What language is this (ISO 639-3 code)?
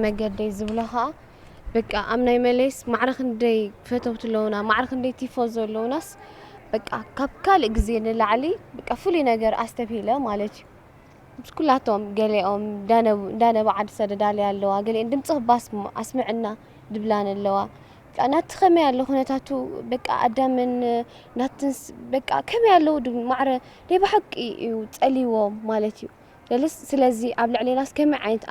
tir